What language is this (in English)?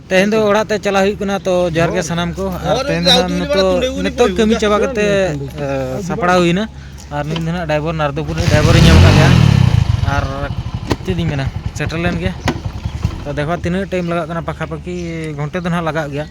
Santali